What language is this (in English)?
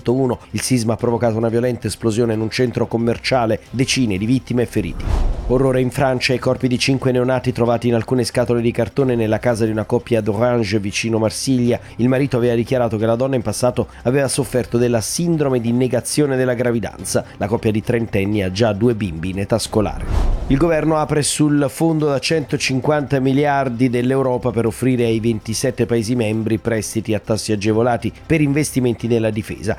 Italian